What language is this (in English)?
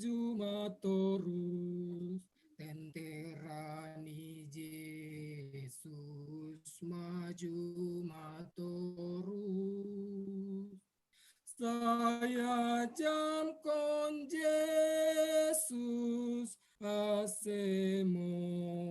Batak Simalungun